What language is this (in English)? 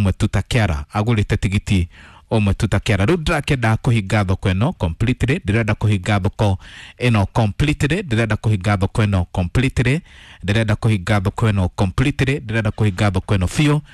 Kikuyu